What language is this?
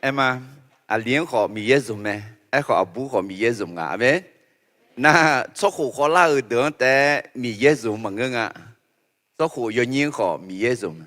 Akha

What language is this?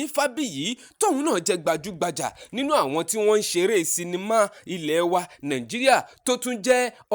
Yoruba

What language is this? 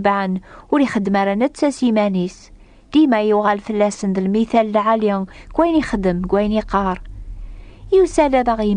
Kabyle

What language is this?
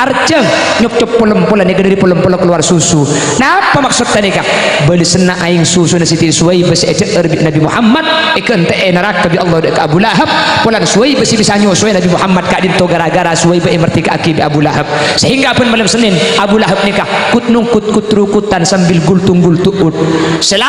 Madurese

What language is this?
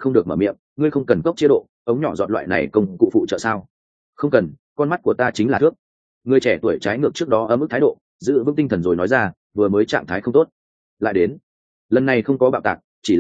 Vietnamese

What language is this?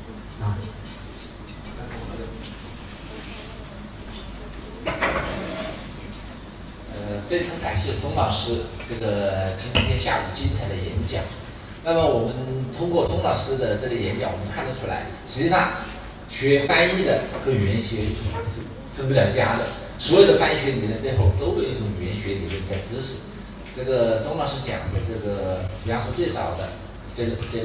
Chinese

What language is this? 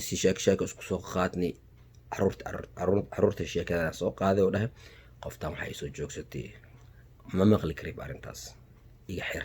Somali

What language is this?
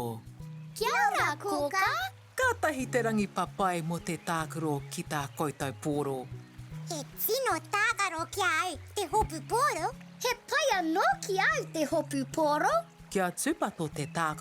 Māori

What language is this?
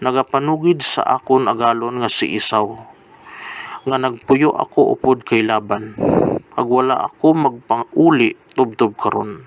Hiligaynon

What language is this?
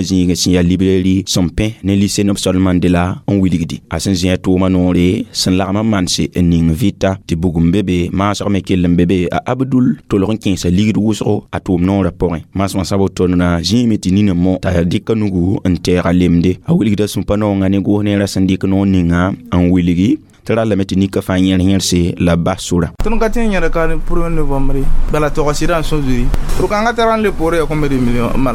Mossi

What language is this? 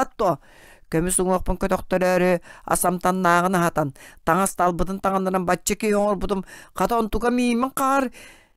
Yakut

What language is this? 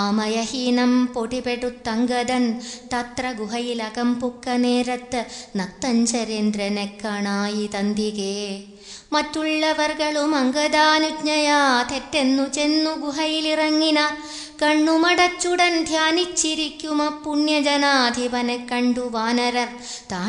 Malayalam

